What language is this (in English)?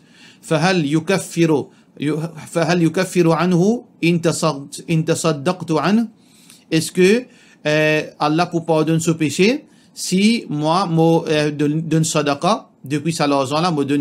Morisyen